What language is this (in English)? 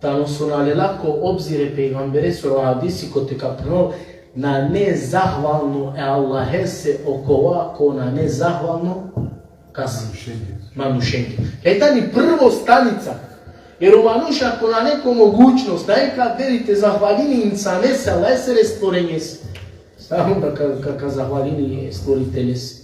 Balkan Romani